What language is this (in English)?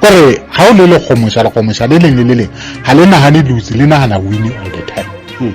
Southern Sotho